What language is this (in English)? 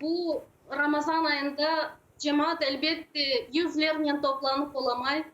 Crimean Tatar